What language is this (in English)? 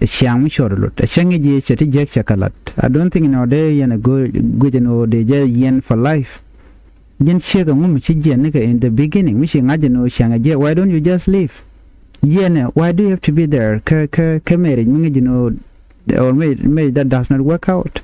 Nuer